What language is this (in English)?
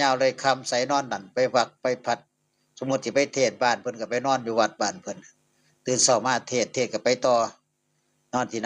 Northeastern Thai